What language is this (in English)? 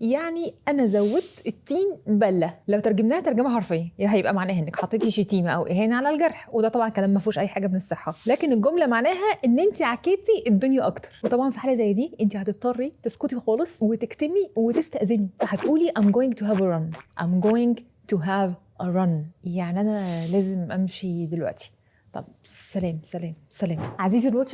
Egyptian Arabic